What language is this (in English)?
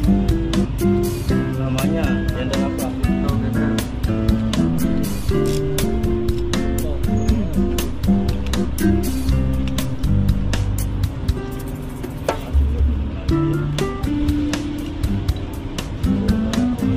Indonesian